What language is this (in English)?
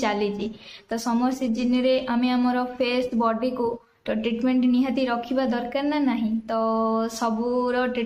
Odia